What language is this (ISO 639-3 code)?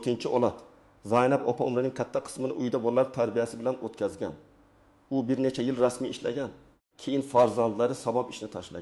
uzb